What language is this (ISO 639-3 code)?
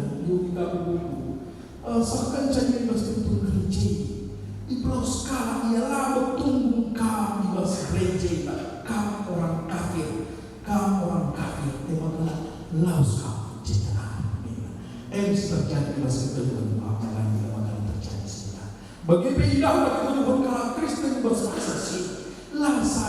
btx